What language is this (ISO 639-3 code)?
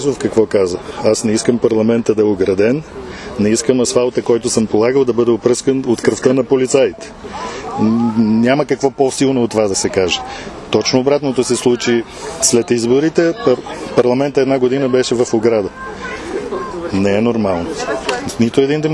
bul